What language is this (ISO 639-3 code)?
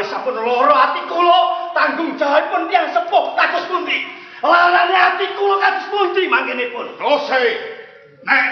jav